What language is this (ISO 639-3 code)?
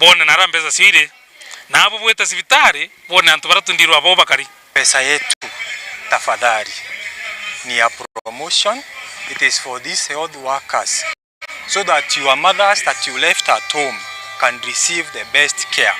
mer